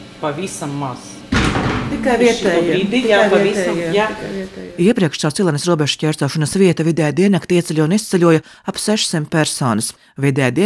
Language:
Latvian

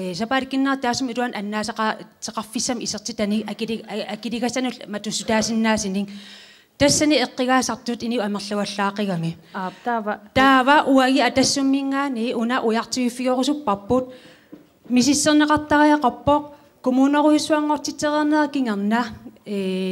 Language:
Kalaallisut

